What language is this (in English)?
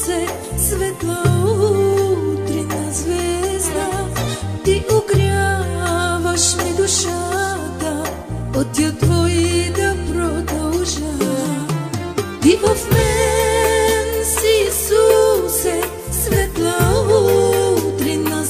Bulgarian